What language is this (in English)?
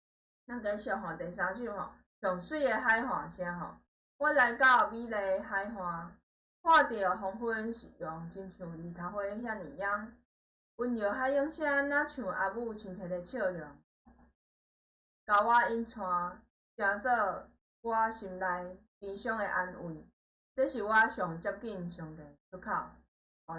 Min Nan Chinese